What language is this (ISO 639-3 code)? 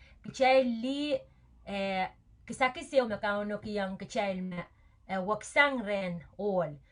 pon